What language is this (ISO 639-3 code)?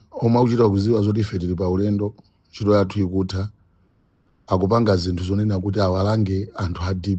nya